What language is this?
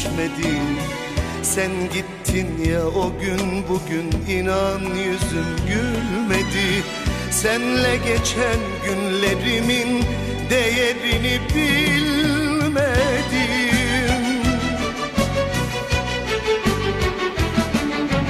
Turkish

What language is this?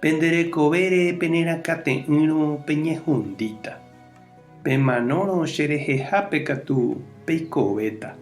Guarani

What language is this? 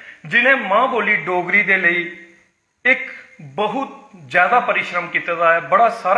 Dogri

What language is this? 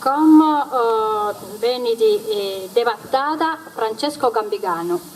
Sardinian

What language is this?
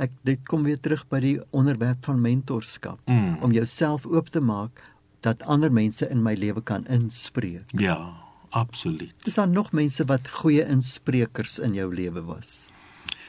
Afrikaans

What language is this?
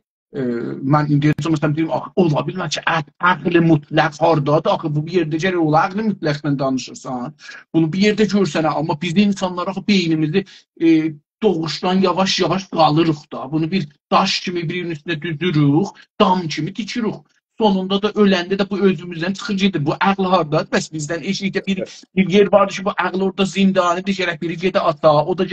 South Azerbaijani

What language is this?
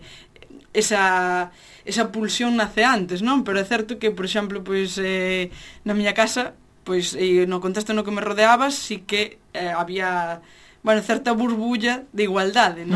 Galician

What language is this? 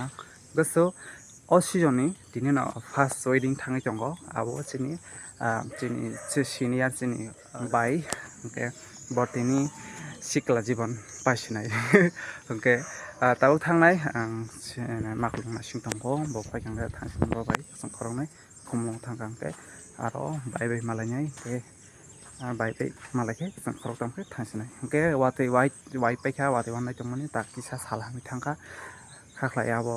Kok Borok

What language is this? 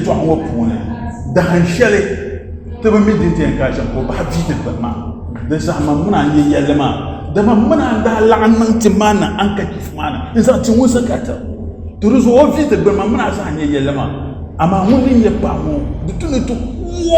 Dagbani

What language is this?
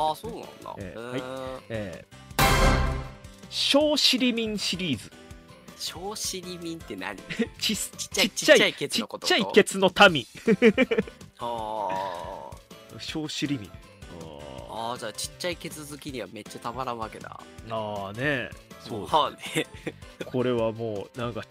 Japanese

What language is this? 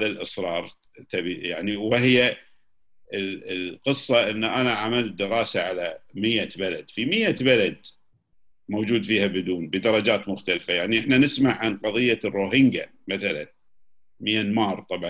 Gulf Arabic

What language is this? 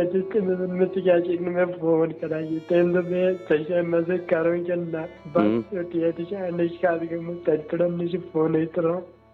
Kashmiri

